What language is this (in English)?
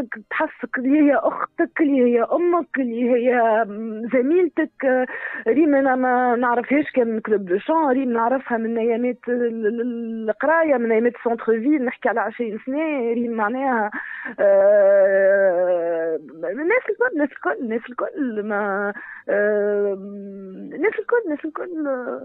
Tunisian Arabic